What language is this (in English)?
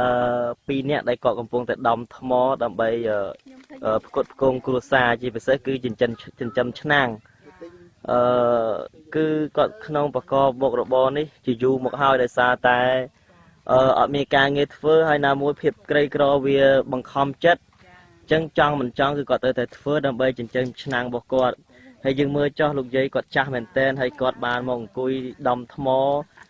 Khmer